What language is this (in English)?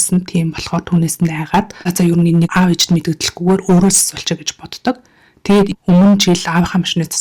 Mongolian